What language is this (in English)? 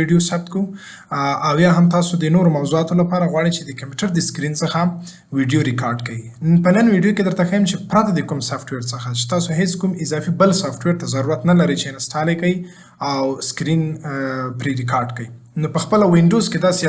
Pashto